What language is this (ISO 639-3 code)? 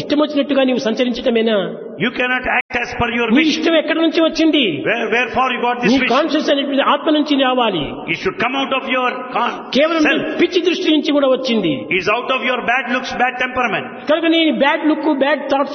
tel